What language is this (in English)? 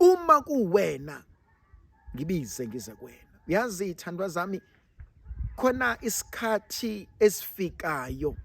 Zulu